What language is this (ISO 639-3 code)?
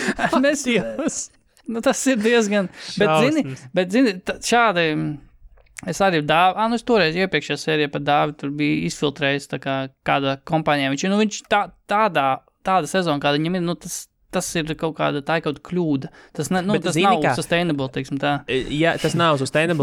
lav